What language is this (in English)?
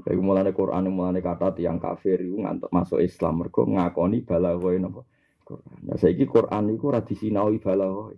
Javanese